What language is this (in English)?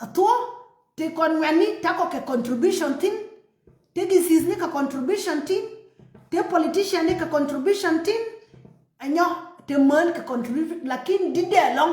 Nuer